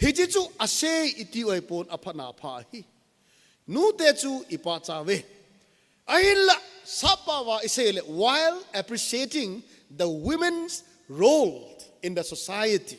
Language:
Thado Chin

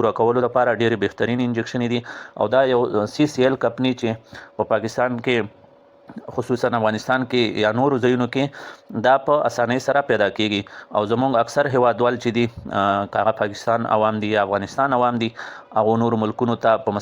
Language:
Pashto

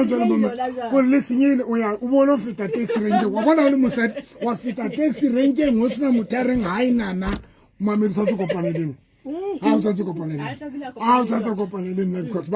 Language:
Southern Sotho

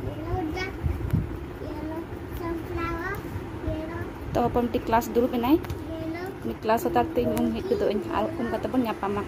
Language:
Santali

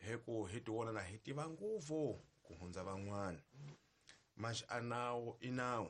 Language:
Tsonga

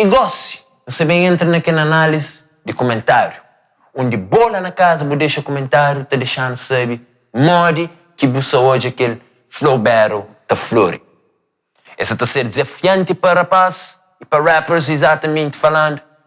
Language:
Kabuverdianu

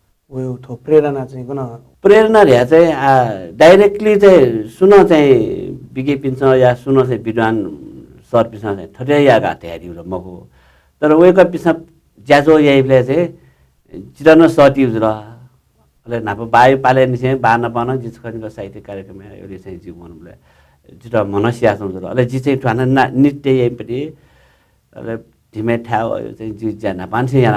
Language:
Newari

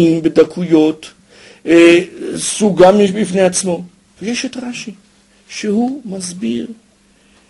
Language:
Hebrew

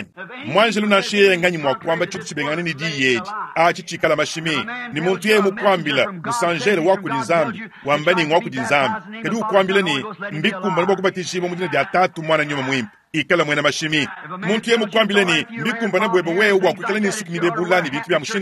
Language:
Luba-Lulua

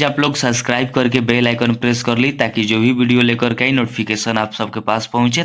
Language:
Bhojpuri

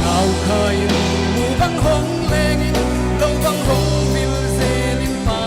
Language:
Paite Chin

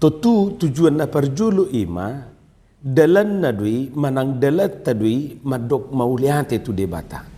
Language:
Batak Toba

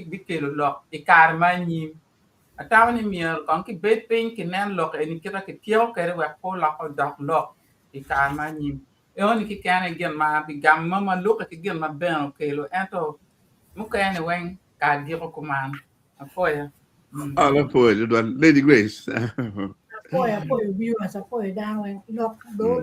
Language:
Acoli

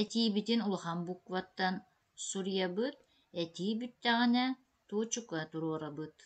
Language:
Yakut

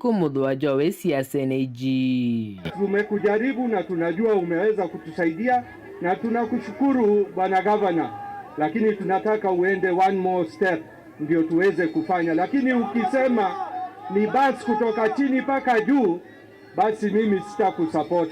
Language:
Meru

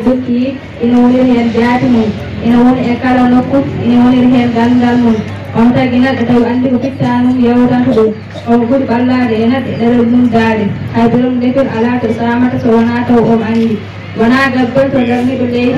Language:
Fula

